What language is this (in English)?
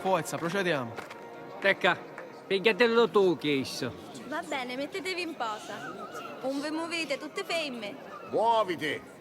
Sicilian